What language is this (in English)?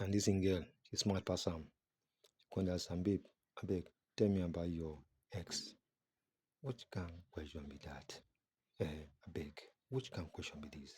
Nigerian Pidgin